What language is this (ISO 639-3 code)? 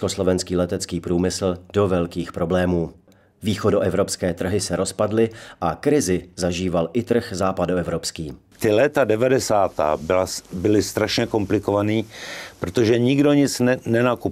ces